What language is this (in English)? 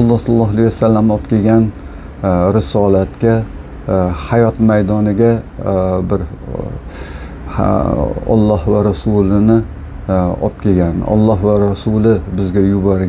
Uzbek